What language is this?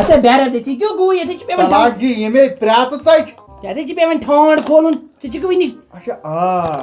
Kashmiri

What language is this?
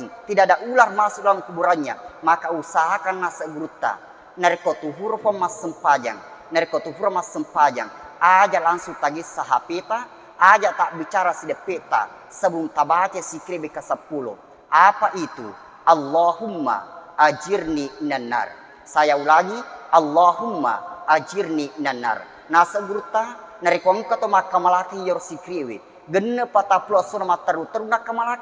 Buginese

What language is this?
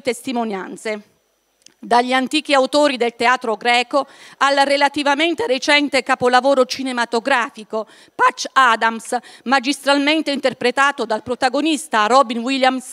Italian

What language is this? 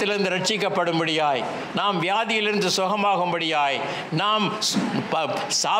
Tamil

